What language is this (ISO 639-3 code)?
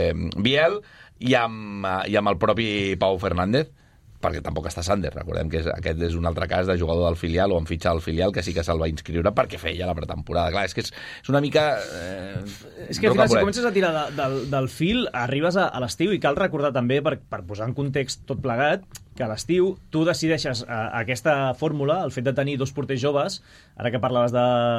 cat